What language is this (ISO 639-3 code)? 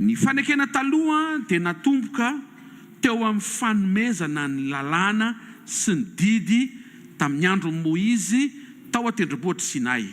mlg